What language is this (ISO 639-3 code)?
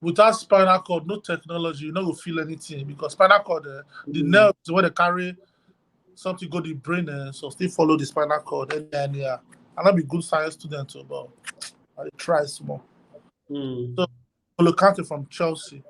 pcm